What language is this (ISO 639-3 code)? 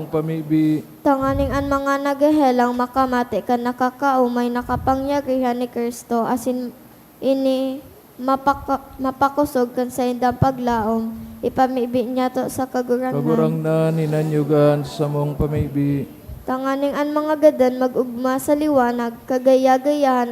bik